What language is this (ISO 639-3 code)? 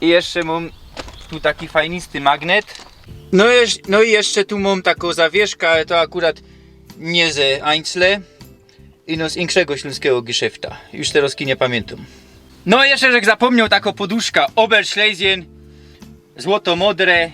szl